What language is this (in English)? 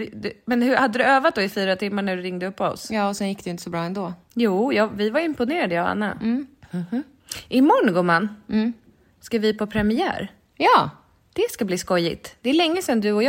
Swedish